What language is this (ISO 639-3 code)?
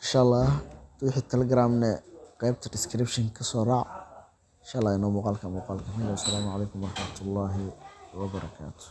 som